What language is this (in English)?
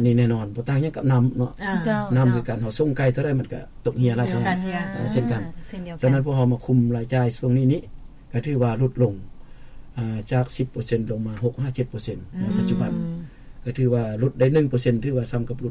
Lao